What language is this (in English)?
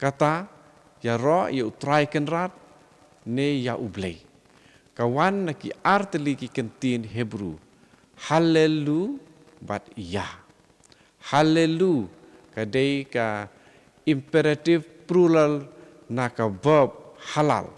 Khasi